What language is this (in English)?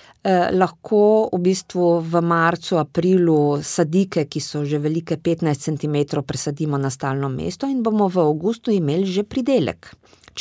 Slovenian